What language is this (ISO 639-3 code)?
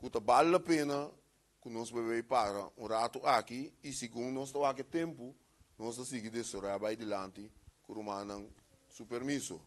pap